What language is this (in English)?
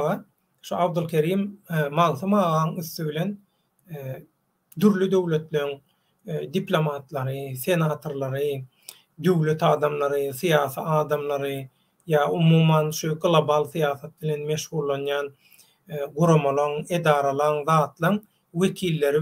Turkmen